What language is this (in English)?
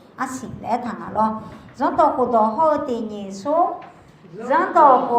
Akha